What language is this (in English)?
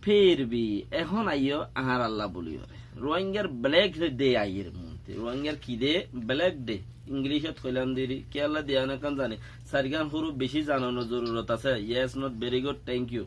Rohingya